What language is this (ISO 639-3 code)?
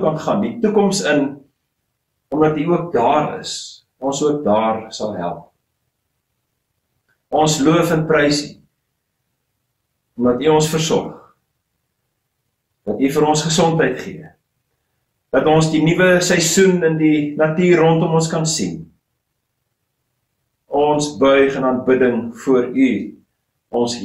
afr